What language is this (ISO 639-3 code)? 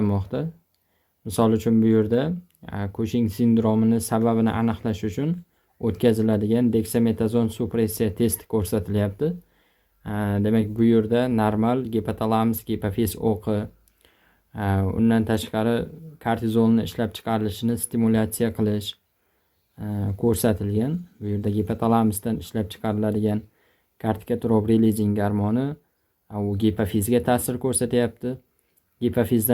uzb